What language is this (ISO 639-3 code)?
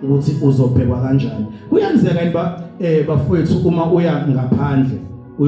zul